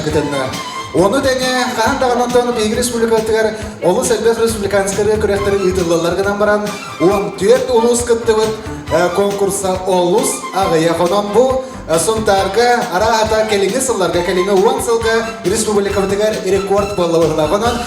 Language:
Yakut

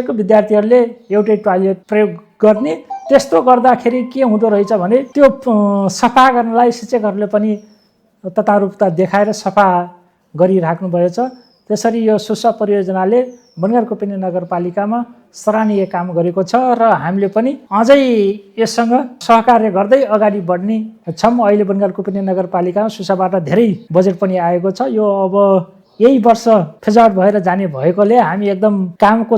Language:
Nepali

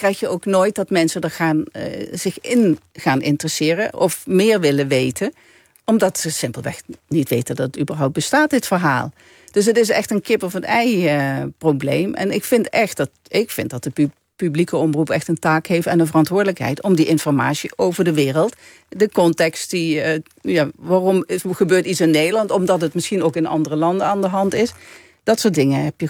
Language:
Dutch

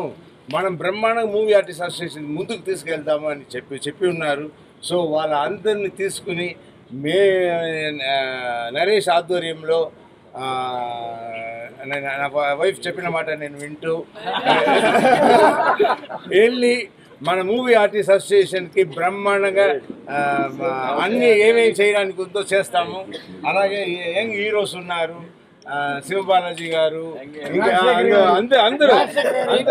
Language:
Telugu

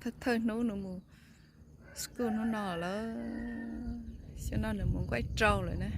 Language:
Hmong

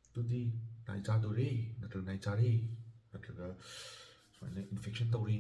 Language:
Manipuri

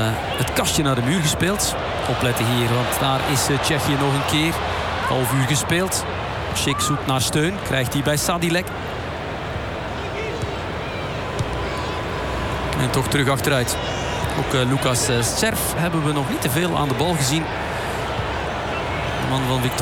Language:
Dutch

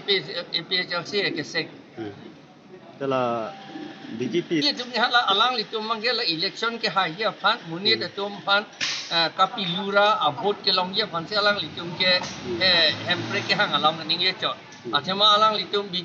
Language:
Karbi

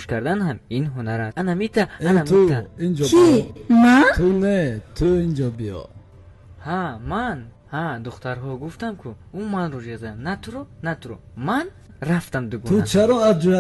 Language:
Tajik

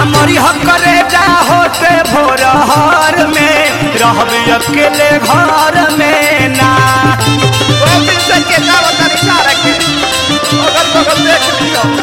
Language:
Bhojpuri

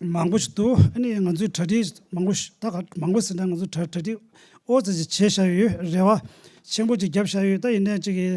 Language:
Tibetan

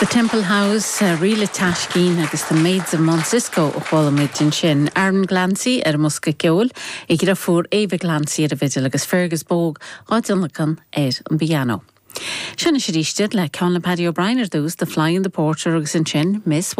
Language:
Irish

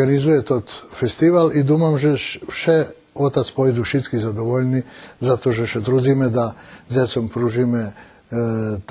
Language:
Rusyn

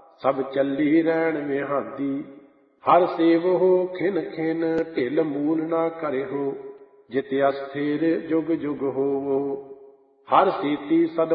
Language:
Punjabi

